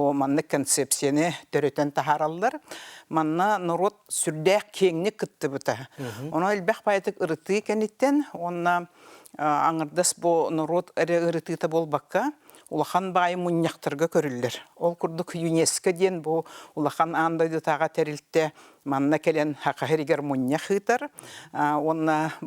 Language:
Yakut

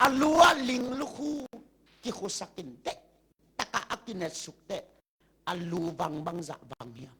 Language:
Tedim Chin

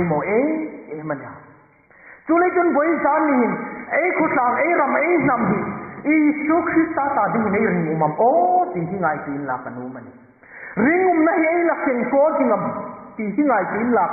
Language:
Hmar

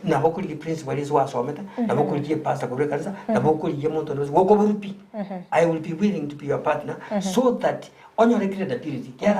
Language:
Gusii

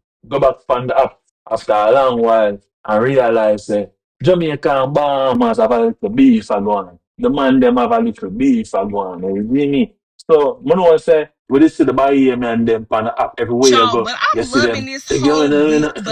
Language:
Jamaican Creole English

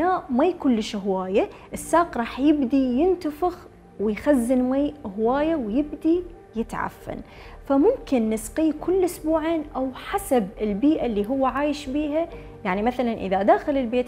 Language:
Mesopotamian Arabic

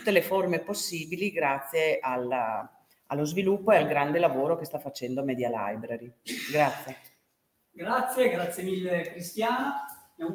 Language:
Italian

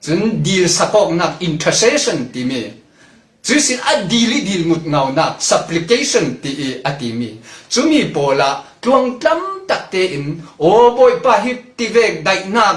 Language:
Falam Chin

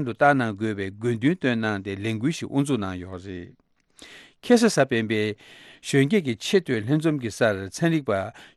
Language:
Tibetan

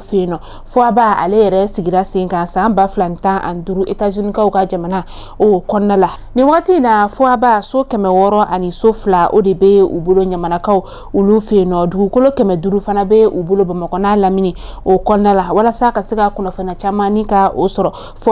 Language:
Bambara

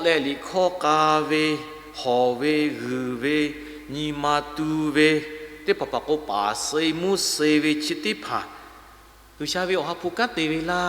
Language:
Lahu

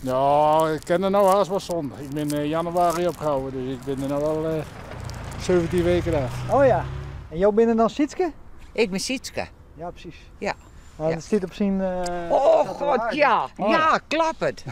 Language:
Western Frisian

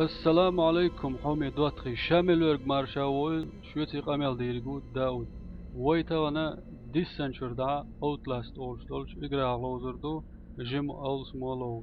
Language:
Chechen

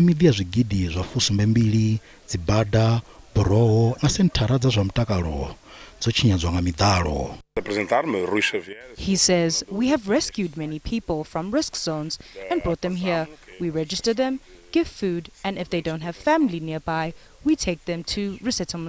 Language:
Venda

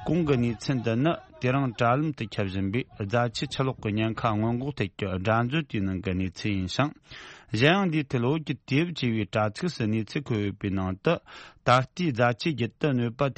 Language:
Tibetan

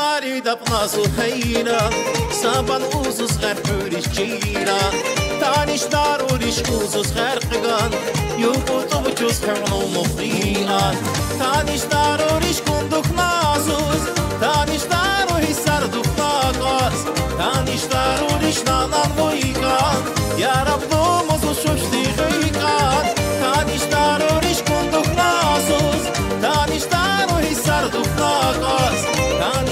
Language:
Tabassaran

